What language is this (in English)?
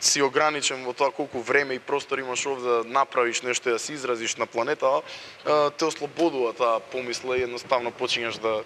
Macedonian